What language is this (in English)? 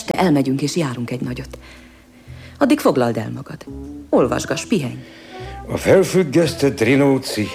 Hungarian